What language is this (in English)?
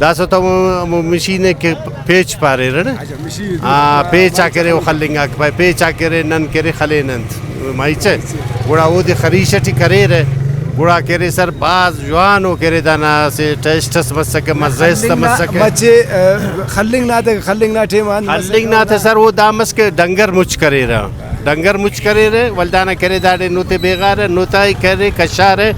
Brahui